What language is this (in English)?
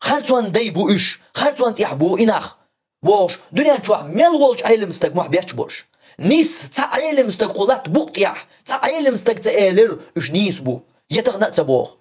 Chechen